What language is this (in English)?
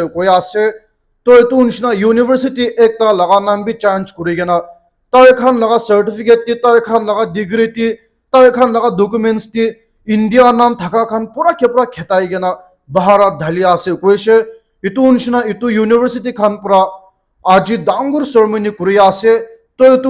Naga Pidgin